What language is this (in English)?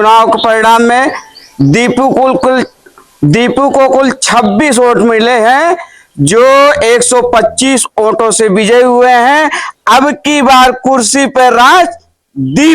Awadhi